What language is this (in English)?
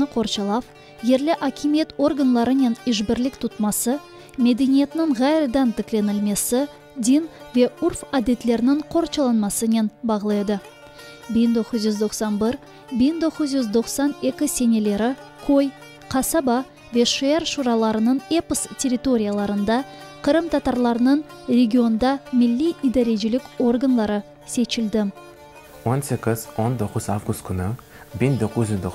Crimean Tatar